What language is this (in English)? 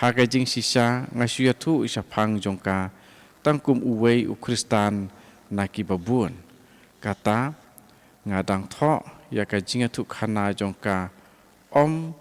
Khasi